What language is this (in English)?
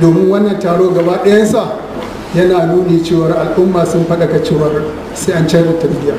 Hausa